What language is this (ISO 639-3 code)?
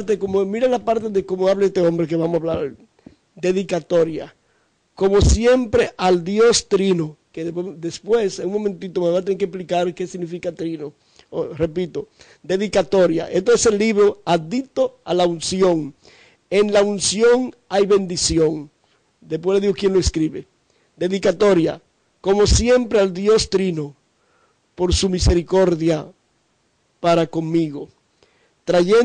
spa